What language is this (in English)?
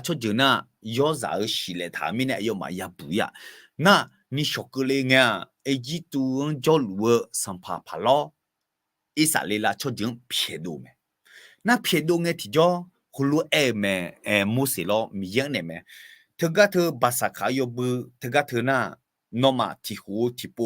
Akha